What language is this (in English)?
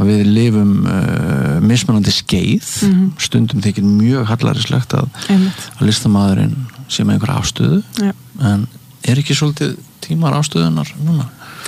Icelandic